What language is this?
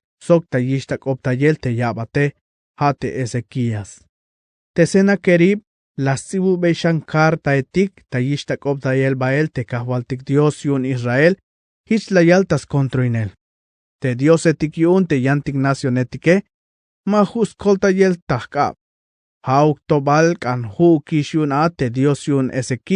Tzeltal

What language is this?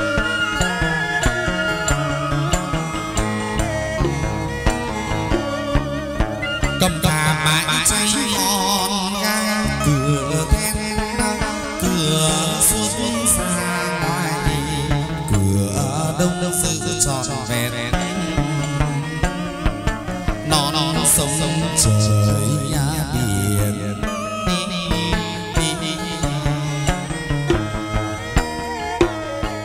Vietnamese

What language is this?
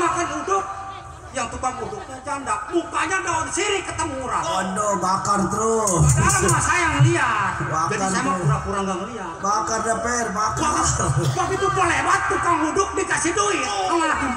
Betawi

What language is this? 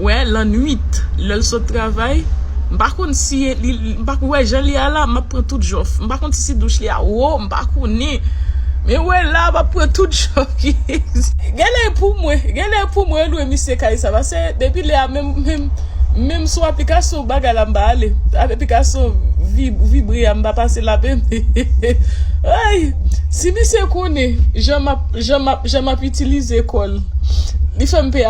Haitian Creole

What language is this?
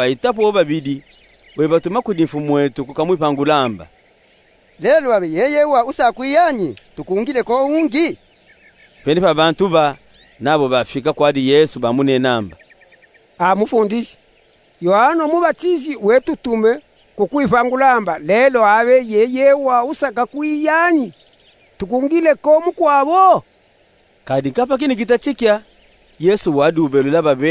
Luba-Katanga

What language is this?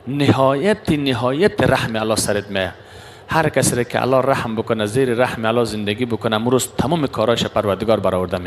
Persian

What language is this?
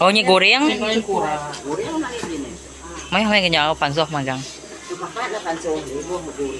Iban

